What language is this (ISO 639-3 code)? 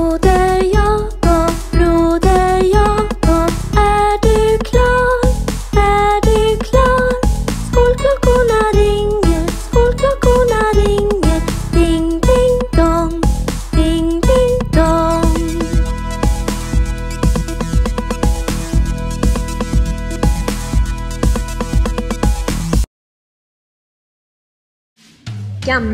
swe